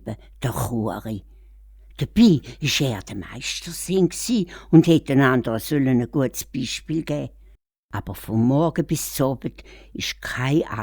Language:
Swiss German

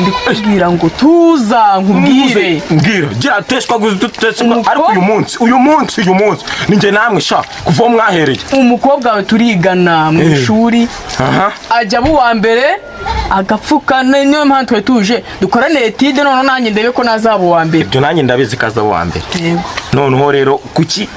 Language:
Kinyarwanda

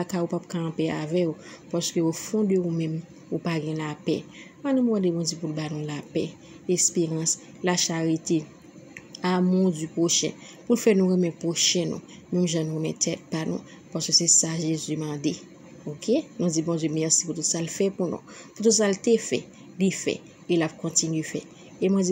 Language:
Haitian Creole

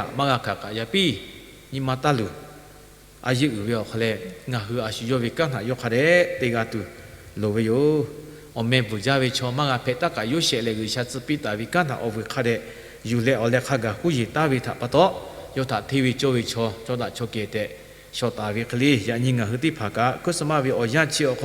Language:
Lahu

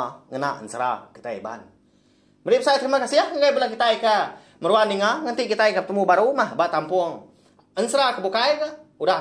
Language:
Iban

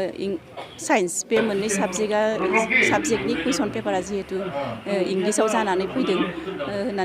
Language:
Bodo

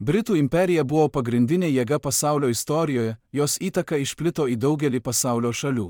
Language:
Lithuanian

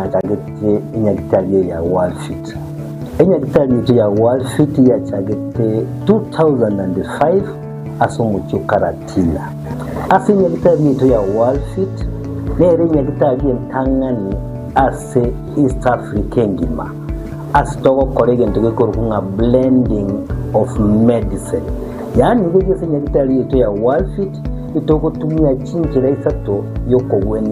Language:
Gusii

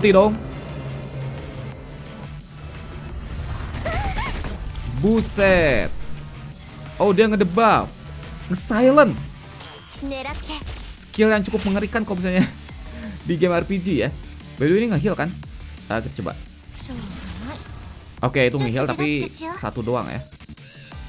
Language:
Indonesian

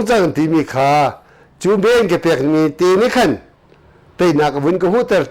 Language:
Hakha Chin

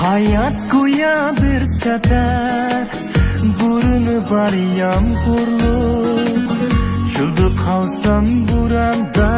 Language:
Uyghur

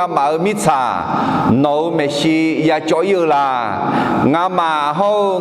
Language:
Akha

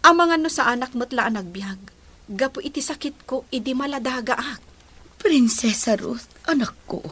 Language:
Iloko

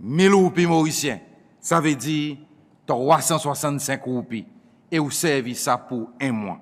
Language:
Seselwa Creole French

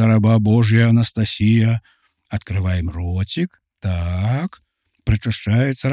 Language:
Belarusian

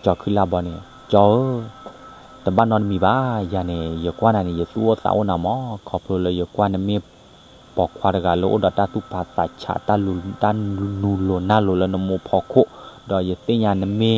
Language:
S'gaw Karen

